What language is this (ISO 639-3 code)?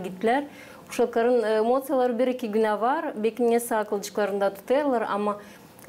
gag